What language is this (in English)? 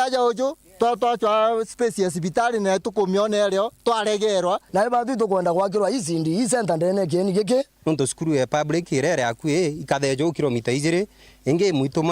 Meru